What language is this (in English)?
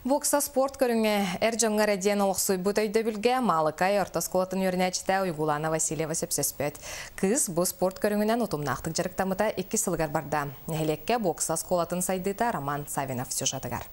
Yakut